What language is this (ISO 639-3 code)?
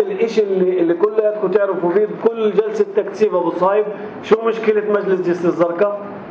apc